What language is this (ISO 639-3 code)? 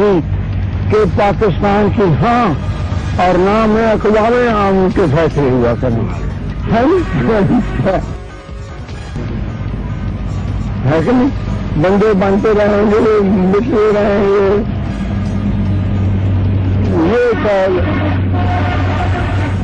urd